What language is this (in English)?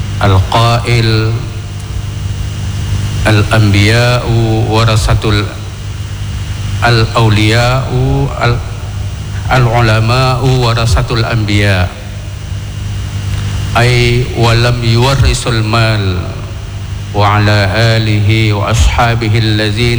Indonesian